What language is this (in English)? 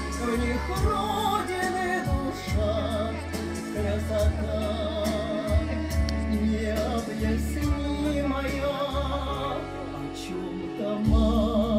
Russian